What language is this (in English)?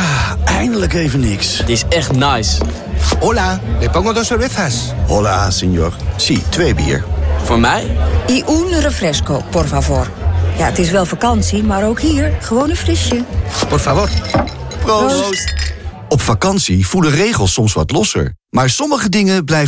Dutch